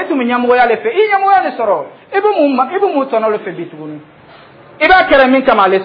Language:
Dyula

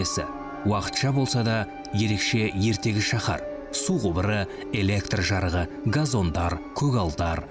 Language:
Kazakh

